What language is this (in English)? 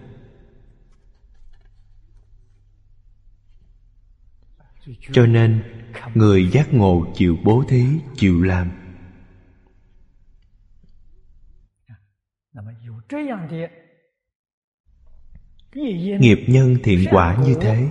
Vietnamese